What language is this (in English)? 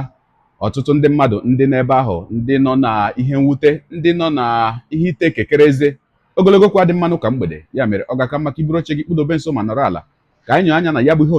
Igbo